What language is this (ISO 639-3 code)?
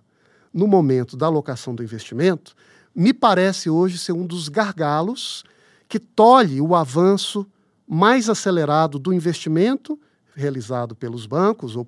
por